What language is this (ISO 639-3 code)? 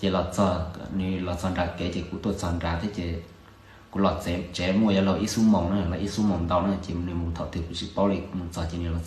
hmn